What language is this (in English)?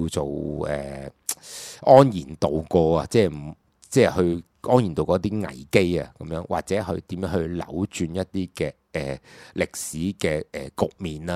Cantonese